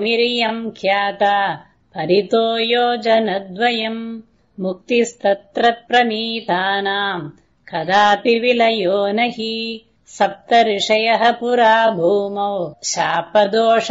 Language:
Sanskrit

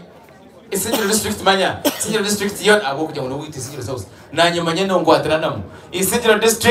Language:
Nyankole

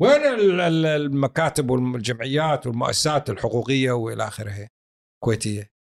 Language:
Gulf Arabic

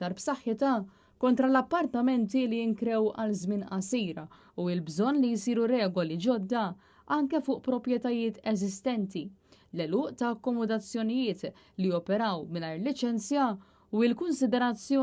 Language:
Maltese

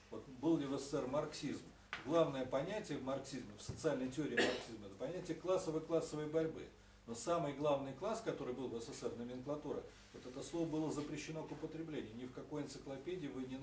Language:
Russian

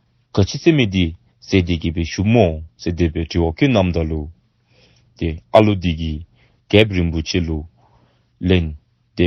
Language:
Dzongkha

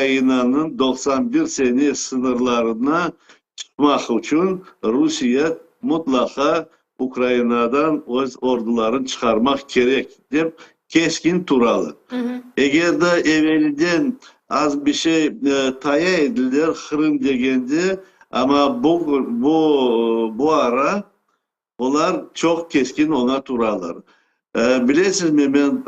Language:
Crimean Tatar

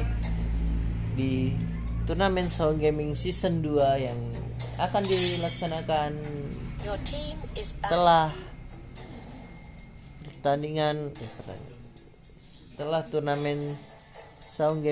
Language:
Indonesian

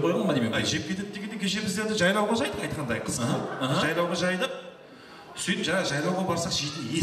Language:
Kara-Kalpak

